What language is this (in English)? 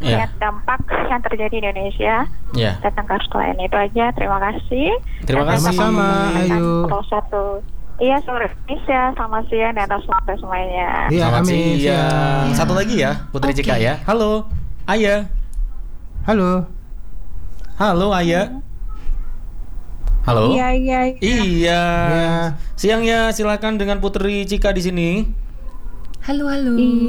Indonesian